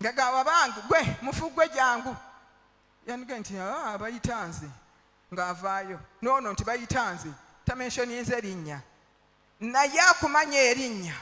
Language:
Ganda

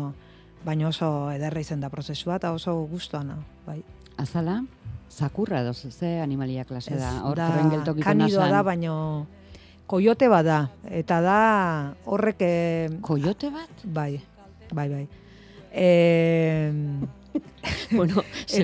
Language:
Basque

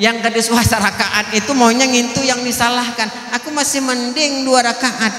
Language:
Banjar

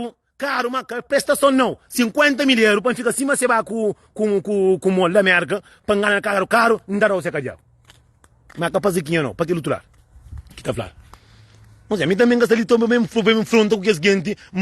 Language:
Kabuverdianu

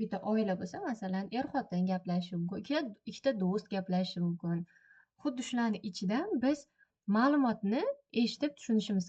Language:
Uzbek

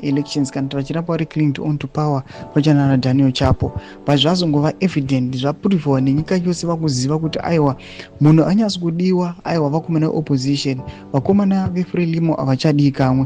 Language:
Shona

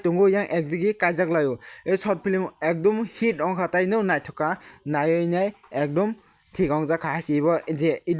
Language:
Kok Borok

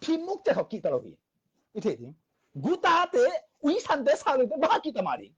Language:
Tedim Chin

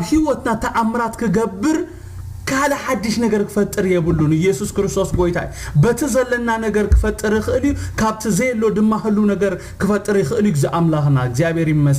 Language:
Tigrinya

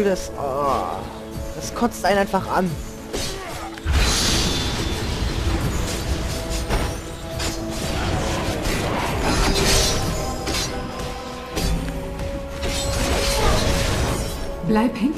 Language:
German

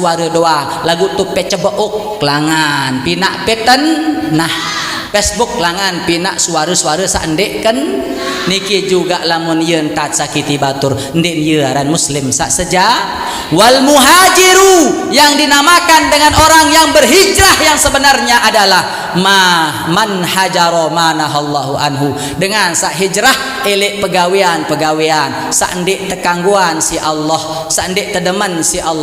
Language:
Sasak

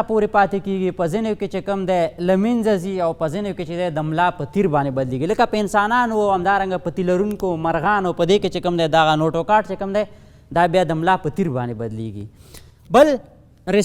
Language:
Pashto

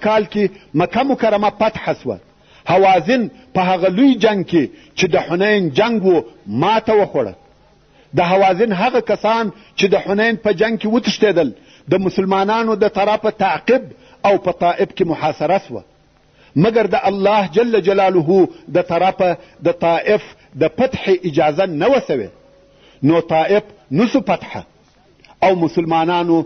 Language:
Pashto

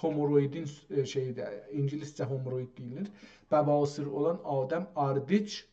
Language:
South Azerbaijani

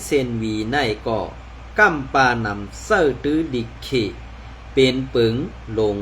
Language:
Shan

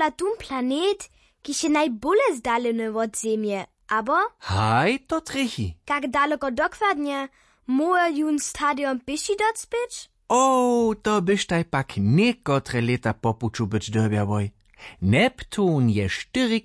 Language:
Upper Sorbian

